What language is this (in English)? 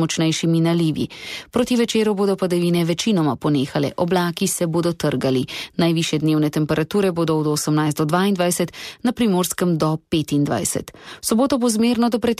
Slovenian